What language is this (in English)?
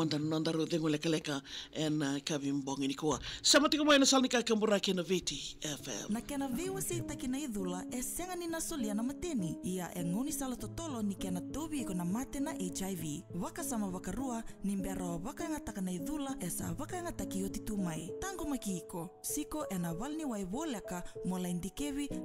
Fijian